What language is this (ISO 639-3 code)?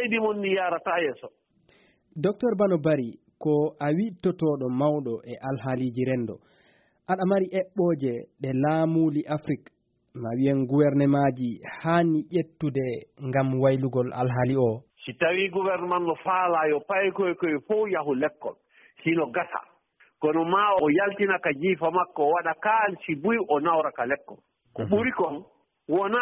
ful